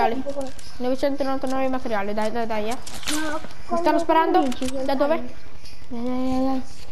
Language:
Italian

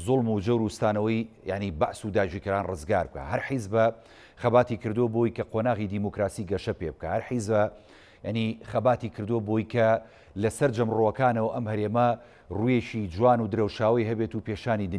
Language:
Central Kurdish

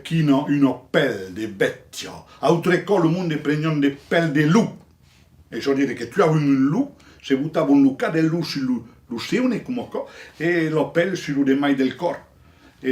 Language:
Occitan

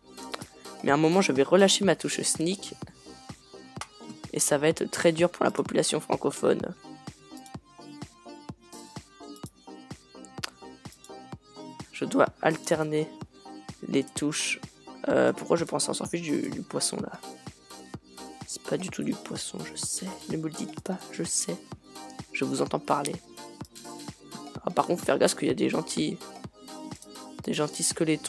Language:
French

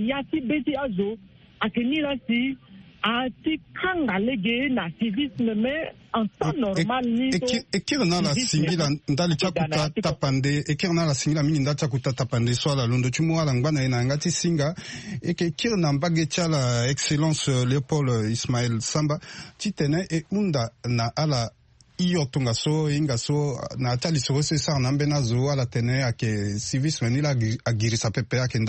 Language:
Sango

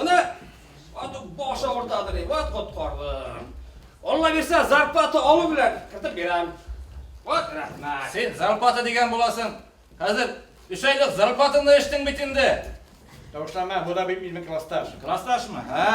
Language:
Bashkir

